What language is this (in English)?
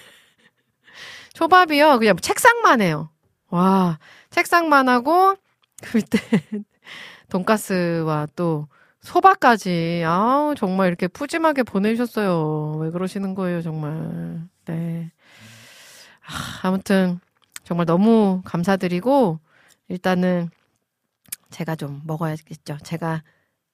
Korean